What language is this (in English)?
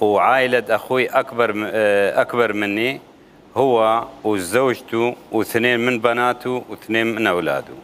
Mesopotamian Arabic